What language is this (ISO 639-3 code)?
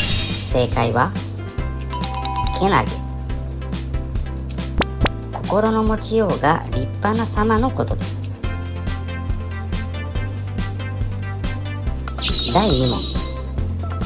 jpn